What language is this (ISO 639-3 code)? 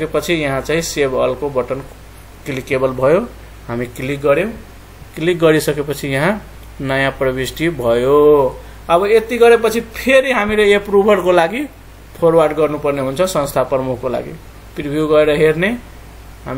nep